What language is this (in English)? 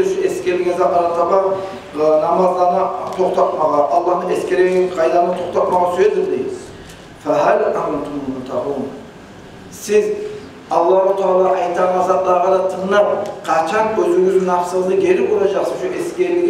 Kumyk